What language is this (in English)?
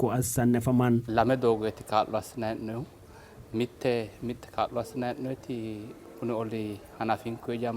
Sidamo